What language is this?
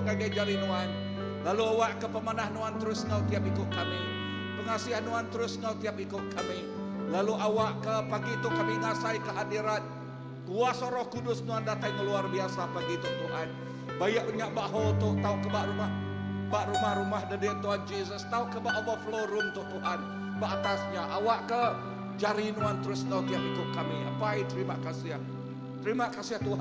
Iban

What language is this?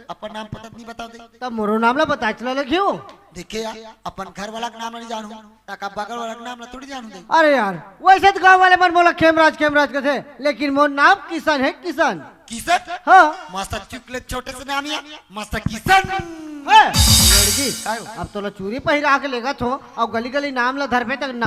Chhattisgarhi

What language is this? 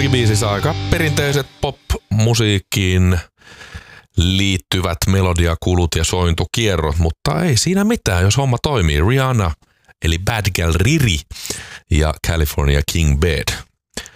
Finnish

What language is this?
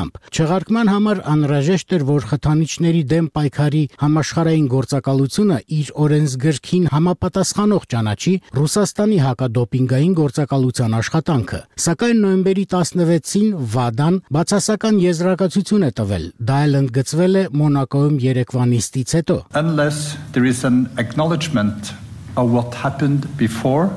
Armenian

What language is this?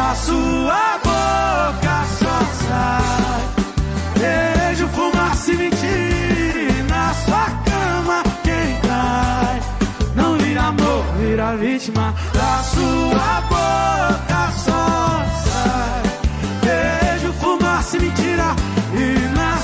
Portuguese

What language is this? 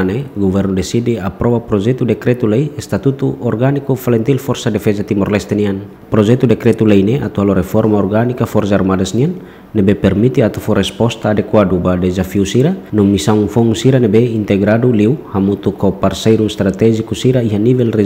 Tetum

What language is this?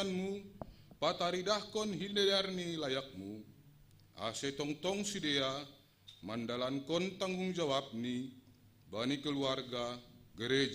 Batak Simalungun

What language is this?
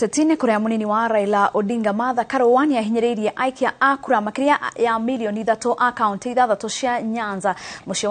Kikuyu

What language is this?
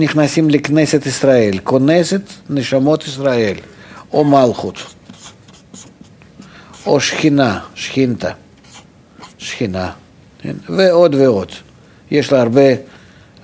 Hebrew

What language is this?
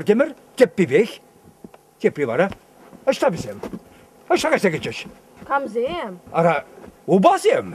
Chuvash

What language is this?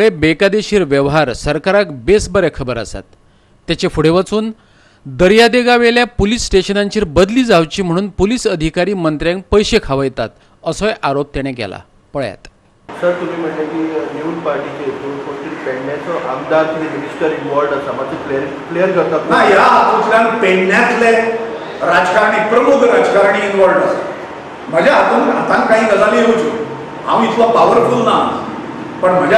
Konkani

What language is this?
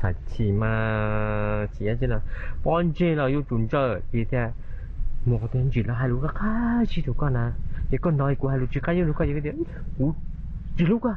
Hmong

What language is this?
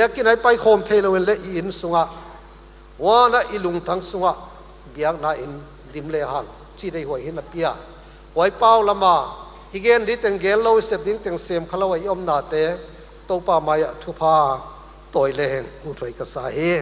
Paite Chin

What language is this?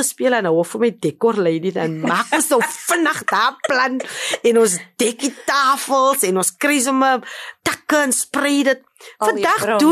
Afrikaans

